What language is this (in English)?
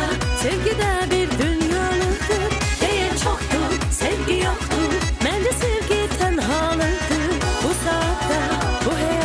Turkish